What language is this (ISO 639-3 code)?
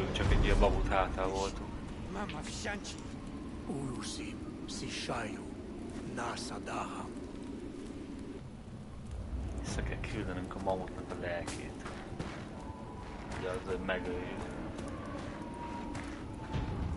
hun